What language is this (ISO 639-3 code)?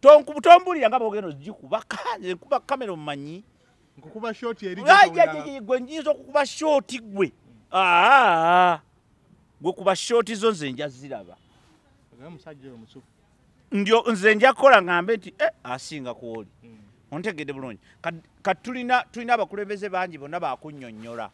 lug